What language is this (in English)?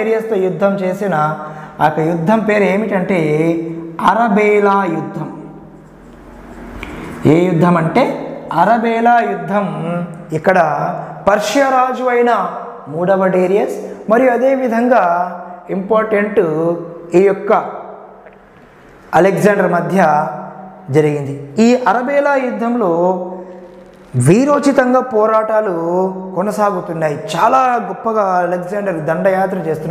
Telugu